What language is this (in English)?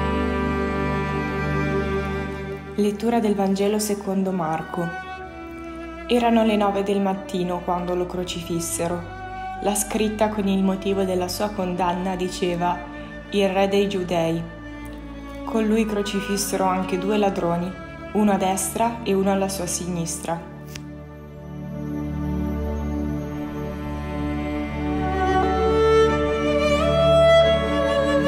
Italian